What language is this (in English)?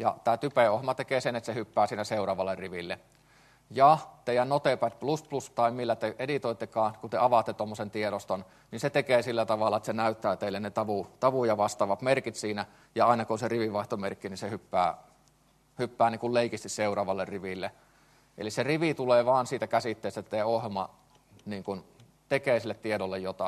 Finnish